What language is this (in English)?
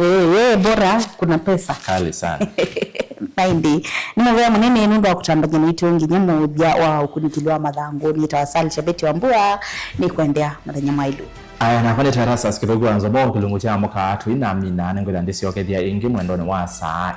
Kamba